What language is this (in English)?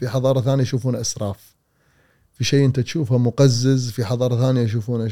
Gulf Arabic